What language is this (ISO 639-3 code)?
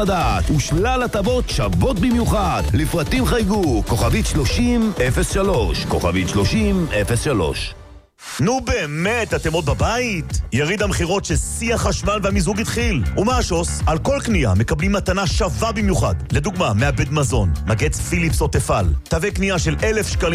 heb